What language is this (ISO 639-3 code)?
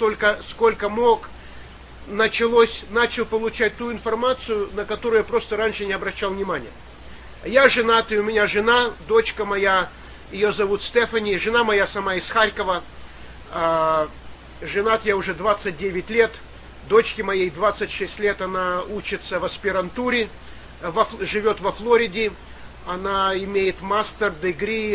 rus